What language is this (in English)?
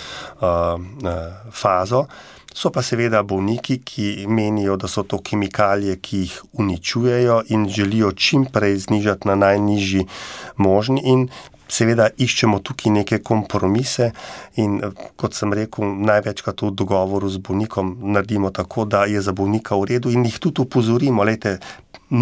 Slovenian